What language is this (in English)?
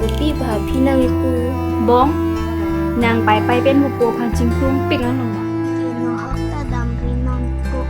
Karbi